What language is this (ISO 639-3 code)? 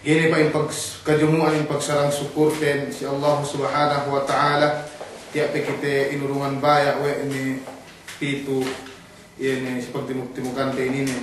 yka